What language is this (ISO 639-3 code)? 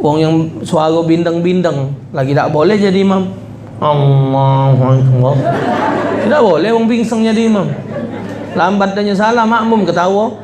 mui